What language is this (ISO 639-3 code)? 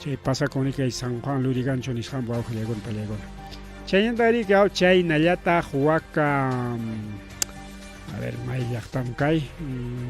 quy